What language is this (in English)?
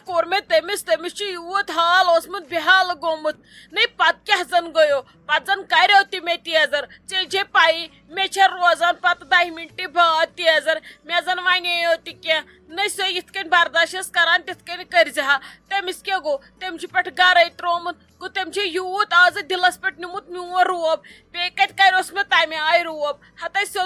Kashmiri